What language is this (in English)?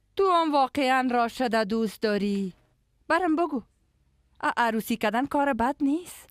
Persian